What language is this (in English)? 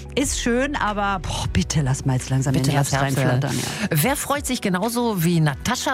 German